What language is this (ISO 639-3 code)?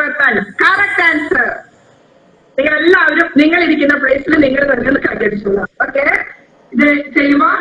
mal